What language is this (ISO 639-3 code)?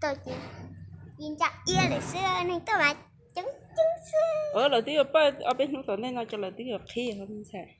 hmn